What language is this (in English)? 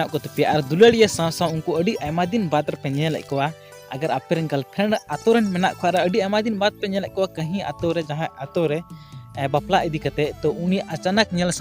Santali